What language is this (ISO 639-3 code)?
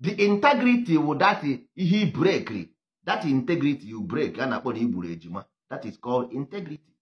ibo